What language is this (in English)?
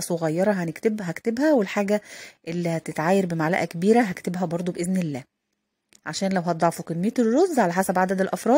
Egyptian Arabic